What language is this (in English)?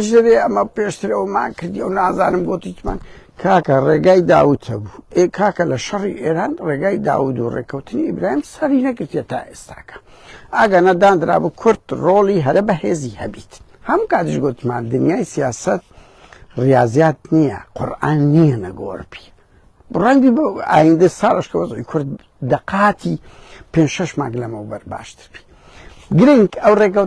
Central Kurdish